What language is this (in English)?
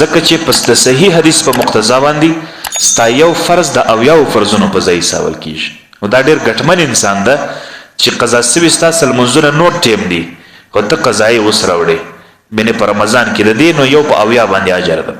Pashto